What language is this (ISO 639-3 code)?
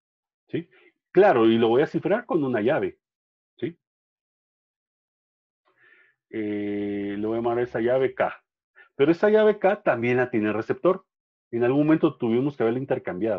spa